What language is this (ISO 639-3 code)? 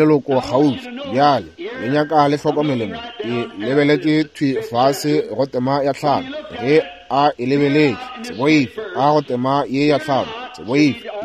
nso